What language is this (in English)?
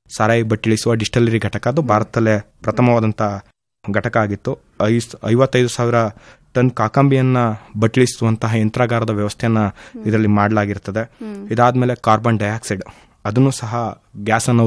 Kannada